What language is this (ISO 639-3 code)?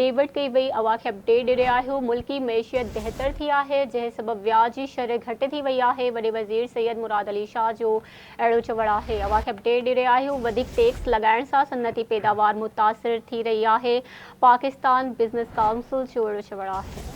snd